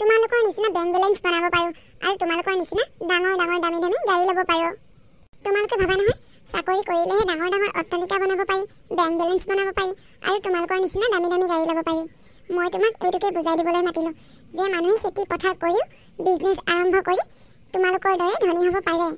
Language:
Assamese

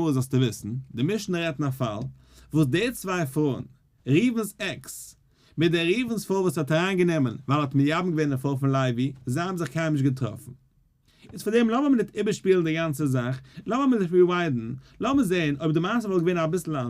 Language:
Yiddish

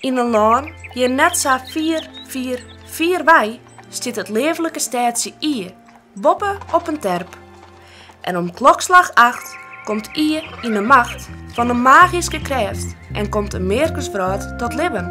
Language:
Western Frisian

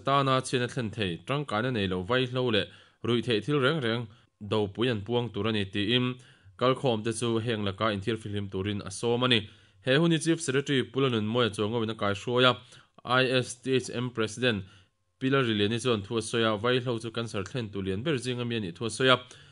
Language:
Mizo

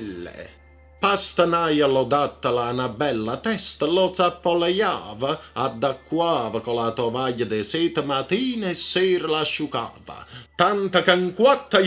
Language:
Neapolitan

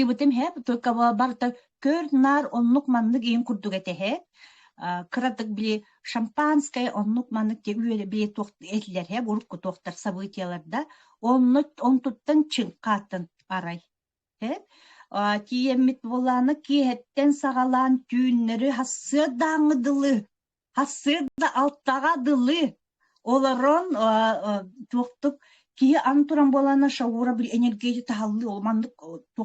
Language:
Yakut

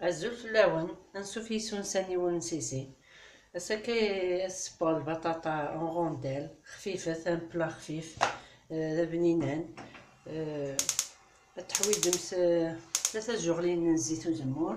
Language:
Kabyle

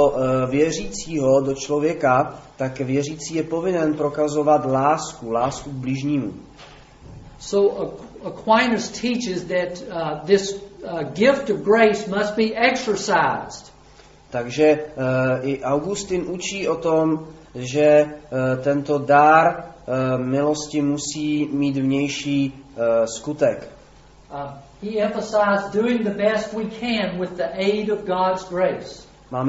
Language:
Czech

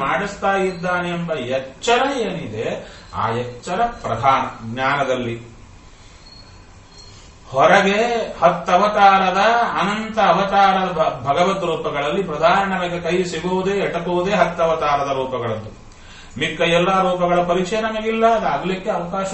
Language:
Kannada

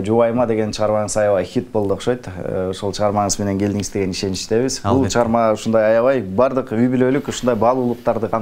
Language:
Kyrgyz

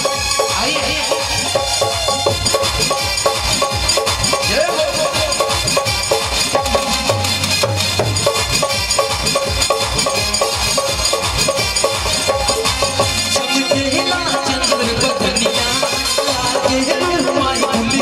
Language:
Bhojpuri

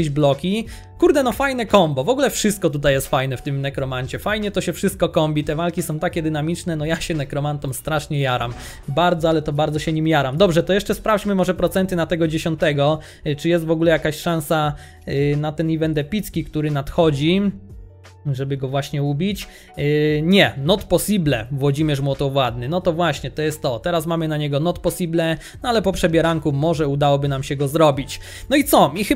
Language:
Polish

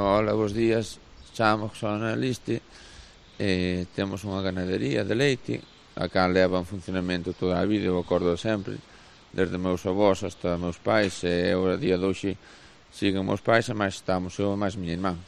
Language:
Galician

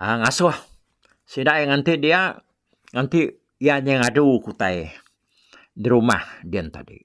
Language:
Iban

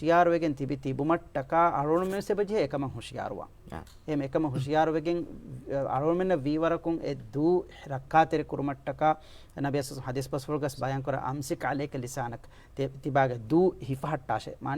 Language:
Divehi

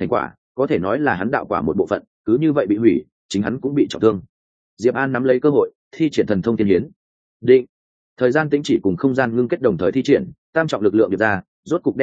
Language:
Vietnamese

